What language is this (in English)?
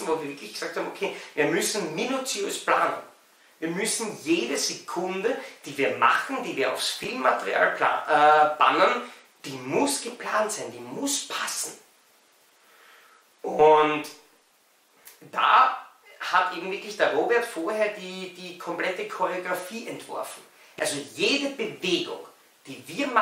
German